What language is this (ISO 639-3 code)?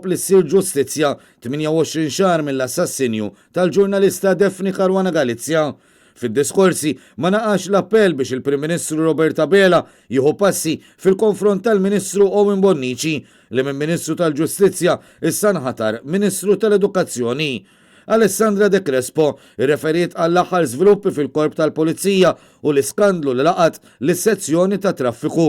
mlt